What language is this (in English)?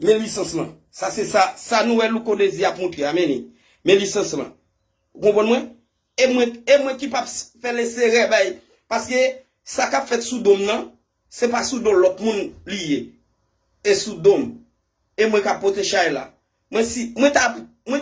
Haitian Creole